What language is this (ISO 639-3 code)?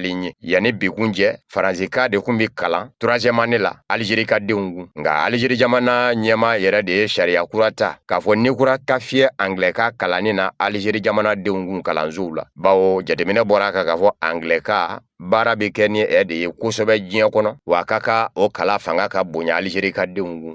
bam